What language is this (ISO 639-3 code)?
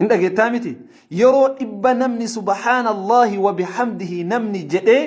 orm